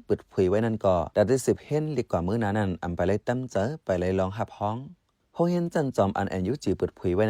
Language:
Shan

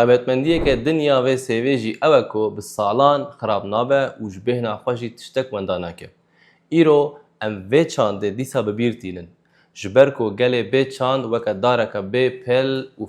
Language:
Kurdish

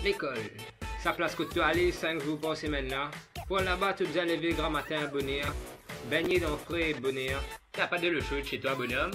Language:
Morisyen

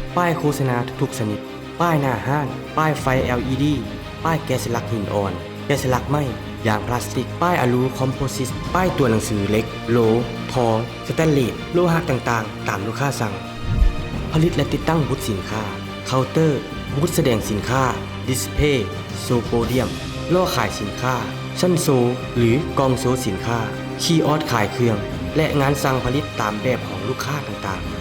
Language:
Lao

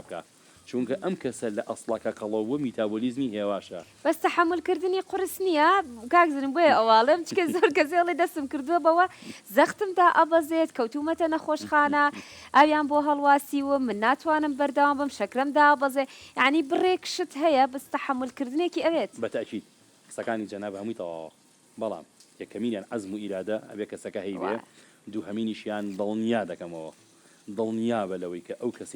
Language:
Central Kurdish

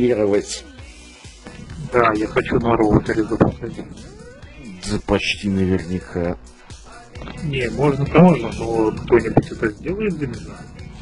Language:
Russian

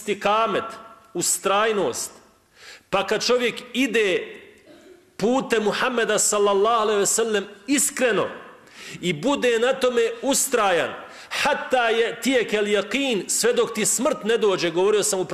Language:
Bosnian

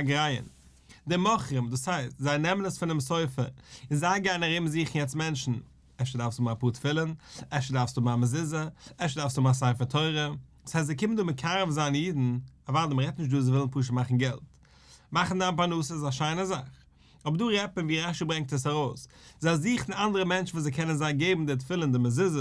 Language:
Yiddish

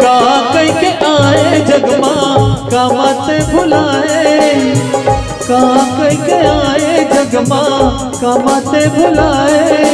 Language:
Chhattisgarhi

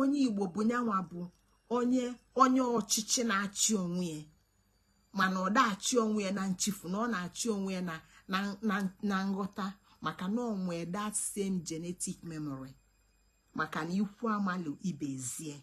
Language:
Igbo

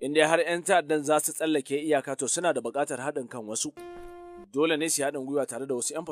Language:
Hausa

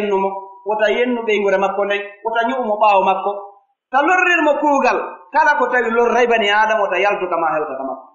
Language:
Pular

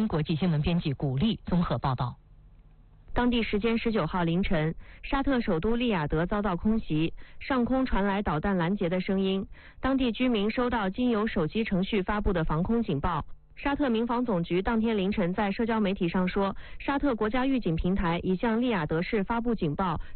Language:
Chinese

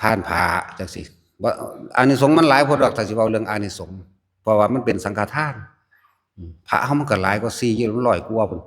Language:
Northeastern Thai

